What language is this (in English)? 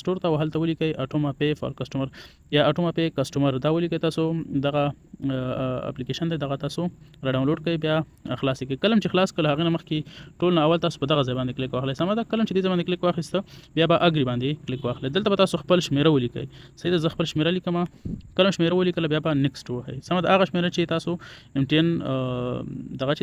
Pashto